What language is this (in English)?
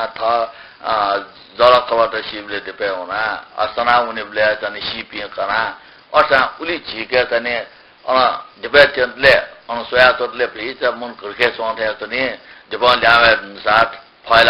Newari